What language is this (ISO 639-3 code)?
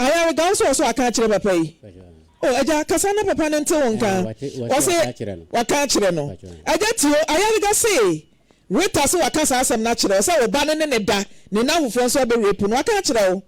aka